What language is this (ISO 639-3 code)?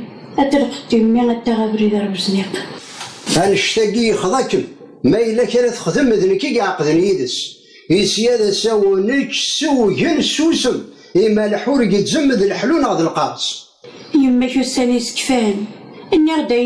kab